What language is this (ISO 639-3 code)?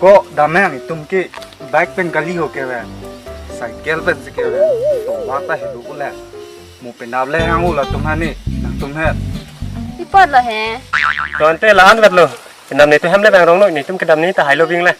mjw